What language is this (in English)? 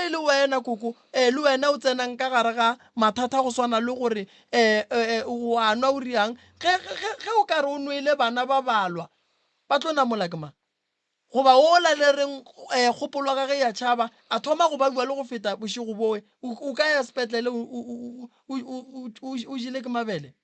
Northern Sotho